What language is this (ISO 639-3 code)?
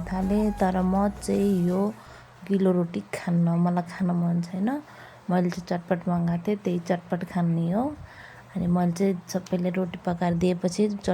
nep